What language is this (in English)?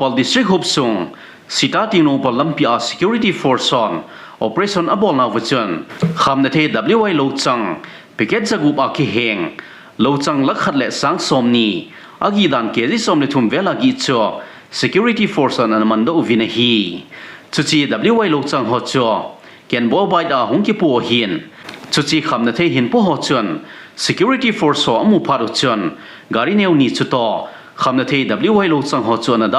Thado Chin